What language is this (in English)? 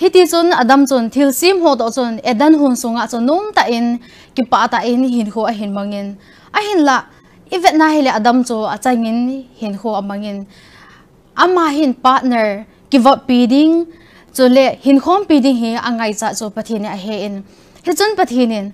Thado Chin